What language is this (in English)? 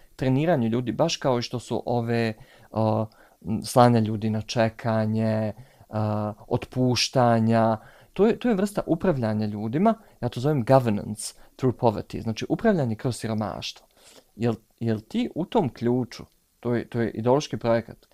Bosnian